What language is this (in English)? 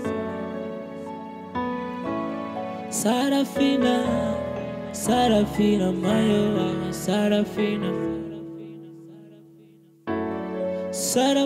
Swahili